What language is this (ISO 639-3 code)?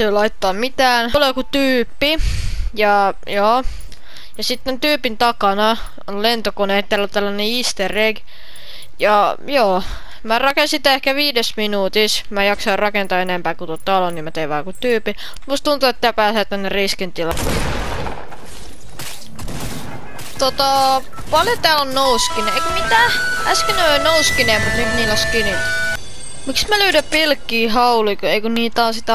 fin